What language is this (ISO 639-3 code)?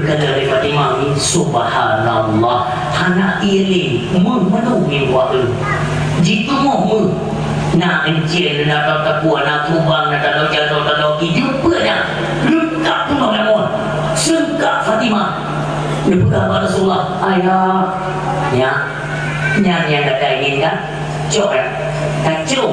ace